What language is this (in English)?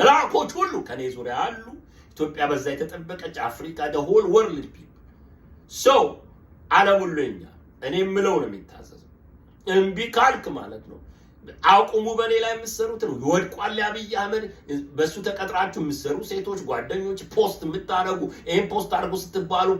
Amharic